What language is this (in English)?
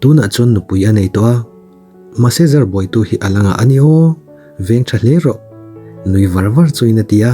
Mizo